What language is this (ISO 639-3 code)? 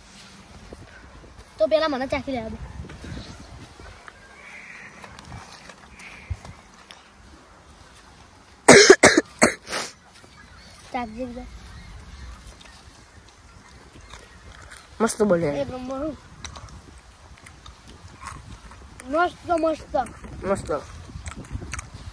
guj